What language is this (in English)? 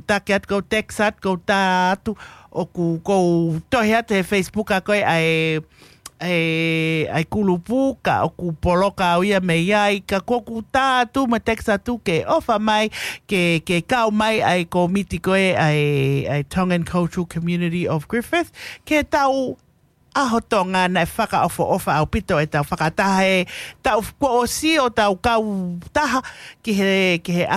Tongan